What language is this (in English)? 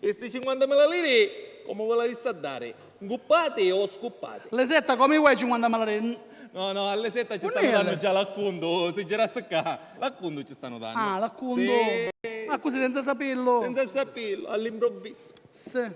Sicilian